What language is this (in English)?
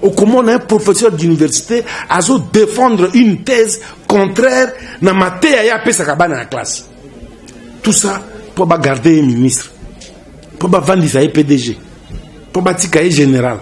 Lingala